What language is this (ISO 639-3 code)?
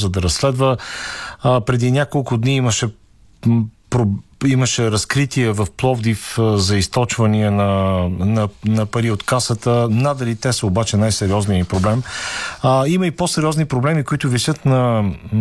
bul